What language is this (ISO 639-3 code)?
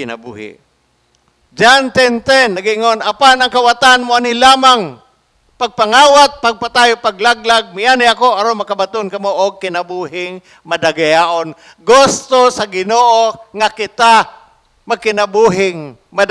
ceb